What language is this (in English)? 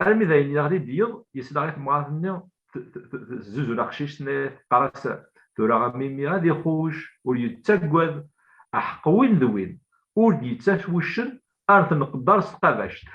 Kabyle